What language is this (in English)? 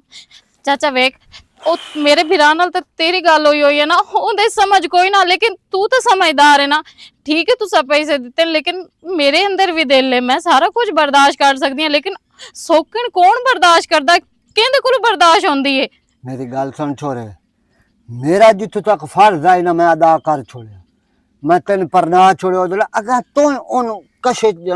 Western Panjabi